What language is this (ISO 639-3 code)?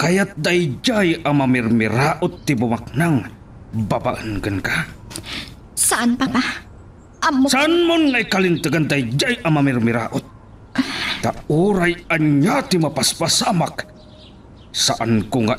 ilo